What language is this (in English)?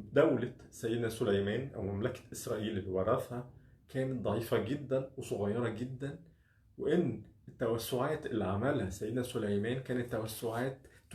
Egyptian Arabic